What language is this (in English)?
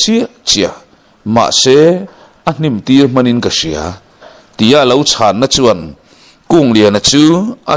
Mizo